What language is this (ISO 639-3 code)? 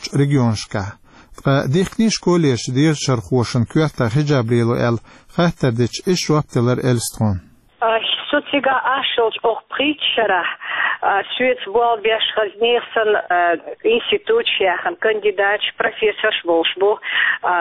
che